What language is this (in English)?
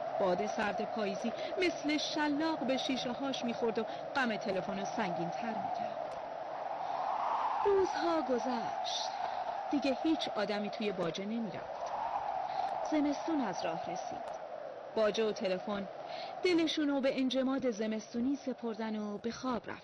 Persian